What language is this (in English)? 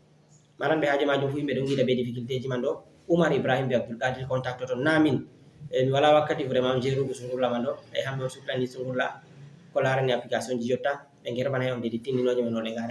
Fula